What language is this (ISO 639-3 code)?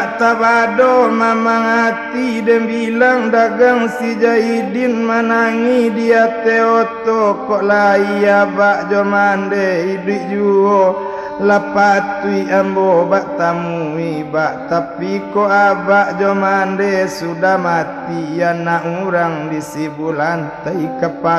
min